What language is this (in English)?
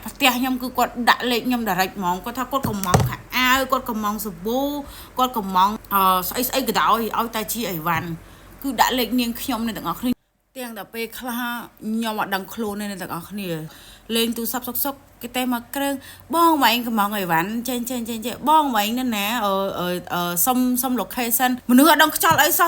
Khmer